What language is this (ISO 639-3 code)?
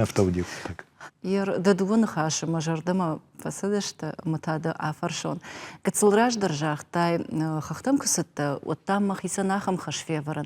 oss